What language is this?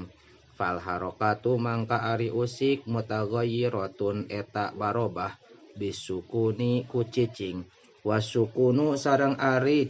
Sundanese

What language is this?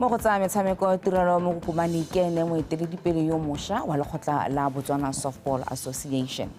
Tswana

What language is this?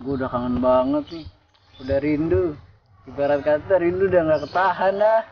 Betawi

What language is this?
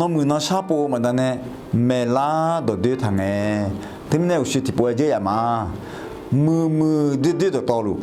Akha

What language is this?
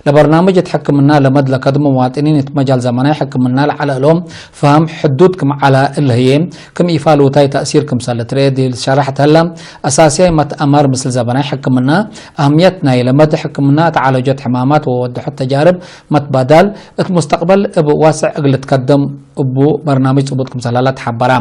Tigre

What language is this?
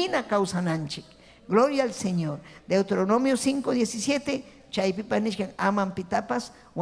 Ayacucho Quechua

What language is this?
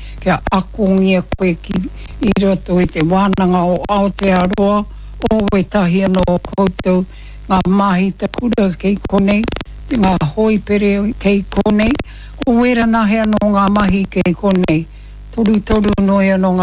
Māori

